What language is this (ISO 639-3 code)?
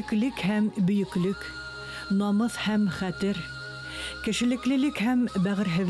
bak